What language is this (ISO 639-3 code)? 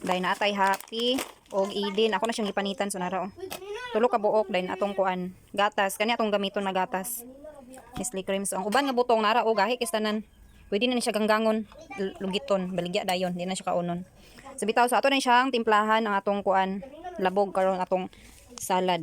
ceb